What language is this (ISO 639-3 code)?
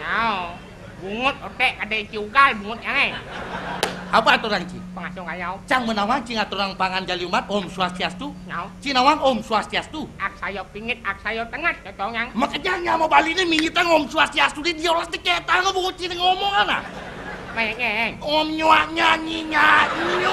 ban